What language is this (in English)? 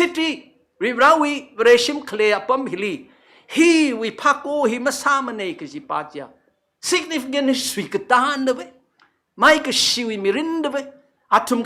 Tangkhul Naga (India)